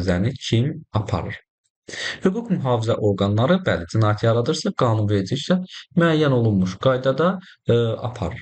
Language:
Azerbaijani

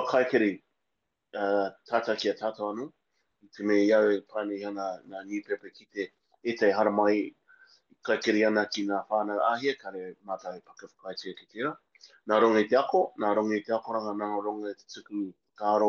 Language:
Māori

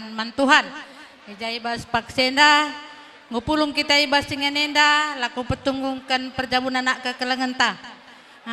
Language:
Batak Karo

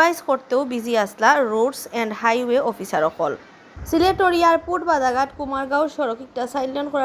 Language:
Sylheti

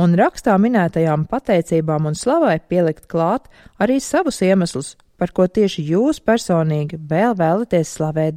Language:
Latvian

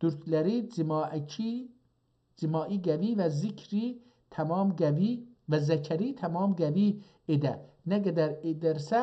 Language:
South Azerbaijani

